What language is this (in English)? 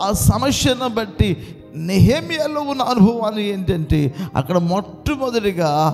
Telugu